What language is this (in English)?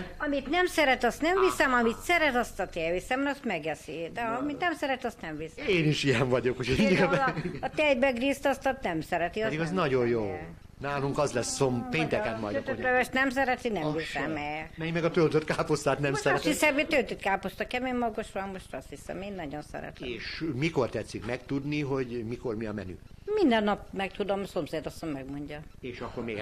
Hungarian